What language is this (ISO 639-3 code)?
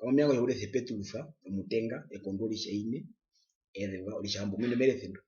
her